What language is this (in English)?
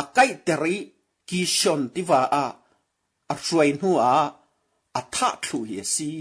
Falam Chin